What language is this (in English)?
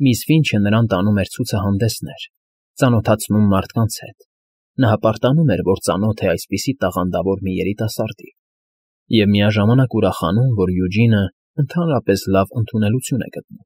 Armenian